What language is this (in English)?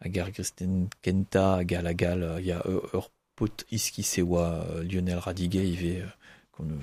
Breton